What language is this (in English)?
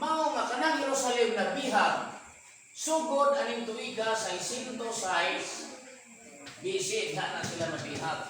Cebuano